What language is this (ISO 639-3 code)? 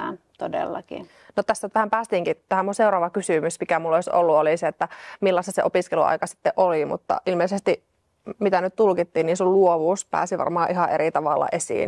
fin